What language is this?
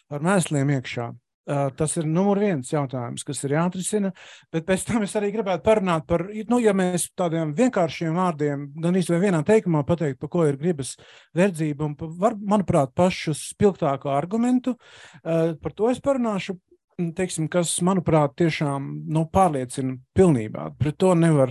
Latvian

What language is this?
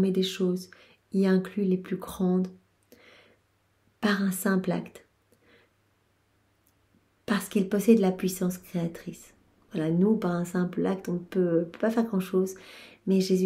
French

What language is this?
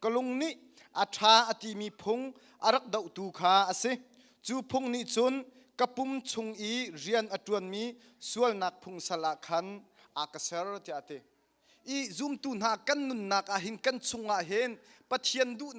Hakha Chin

